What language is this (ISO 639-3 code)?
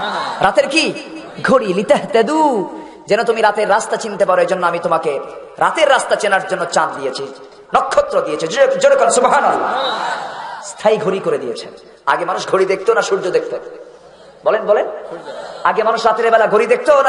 ben